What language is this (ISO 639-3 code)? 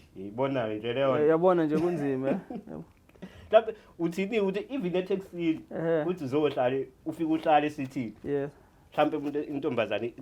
zul